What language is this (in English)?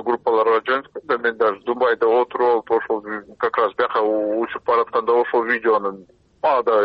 Kyrgyz